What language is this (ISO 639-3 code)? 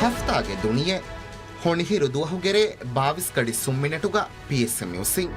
div